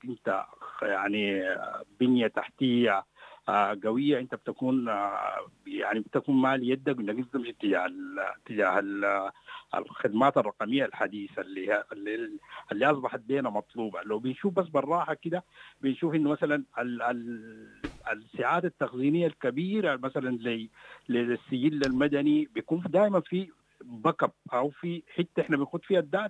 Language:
Sudanese Arabic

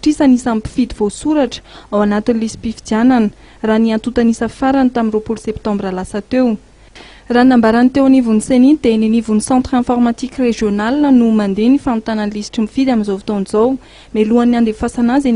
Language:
Malagasy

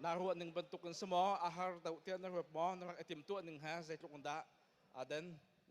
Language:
Hakha Chin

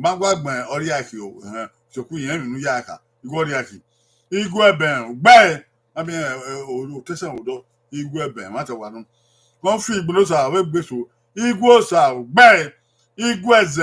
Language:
Bini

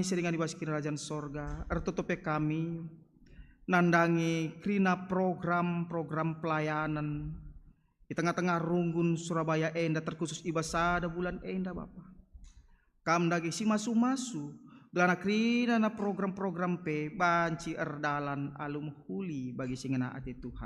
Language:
Batak Karo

